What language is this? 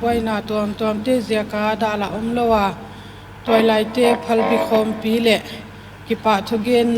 Paite Chin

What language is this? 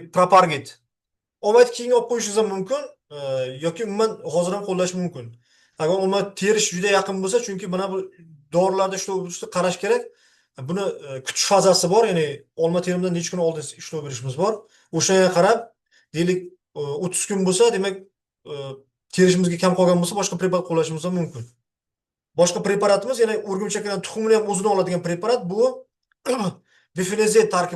Uzbek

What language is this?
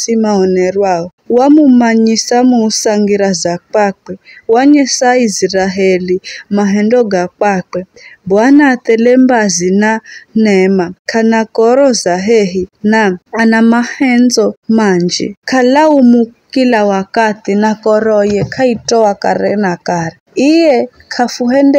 Giryama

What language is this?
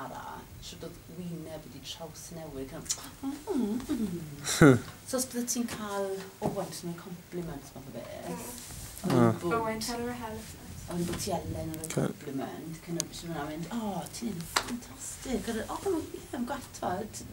Welsh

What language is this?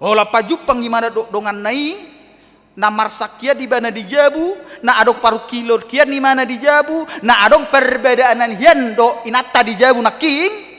Batak Toba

